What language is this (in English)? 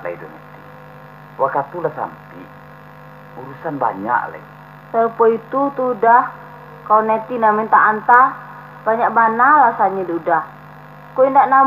Minangkabau